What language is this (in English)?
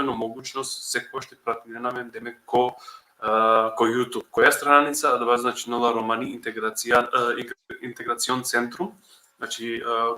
Balkan Romani